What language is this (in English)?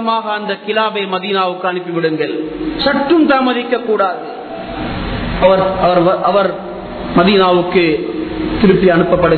Tamil